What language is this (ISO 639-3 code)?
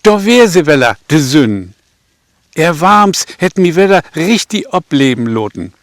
nds